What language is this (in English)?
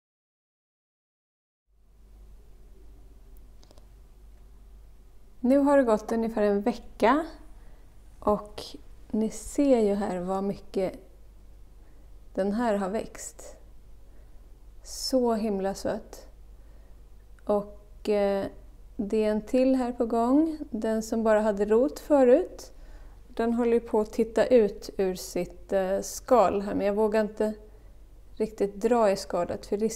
Swedish